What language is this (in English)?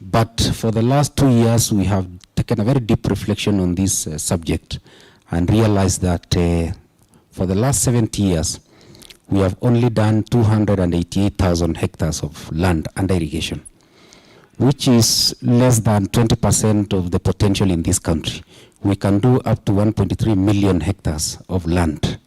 Kamba